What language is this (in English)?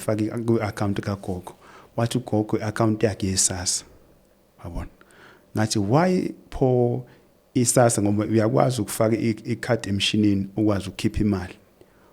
Zulu